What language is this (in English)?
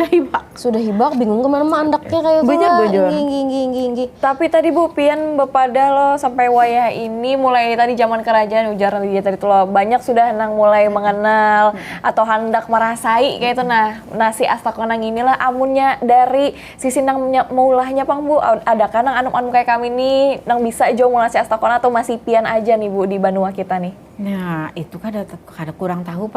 Banjar